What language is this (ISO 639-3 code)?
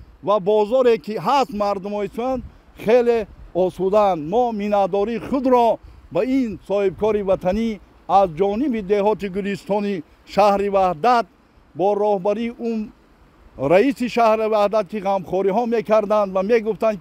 tgk